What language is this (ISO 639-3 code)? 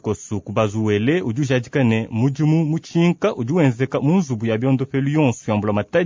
lua